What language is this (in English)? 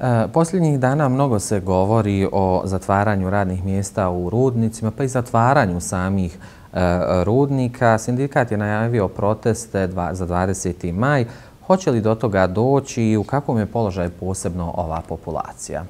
Bosnian